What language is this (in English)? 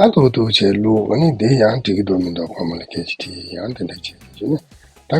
Tibetan